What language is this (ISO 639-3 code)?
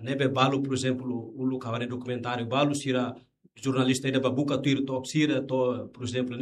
tet